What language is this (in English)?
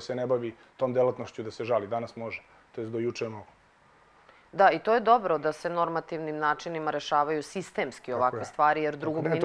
Serbian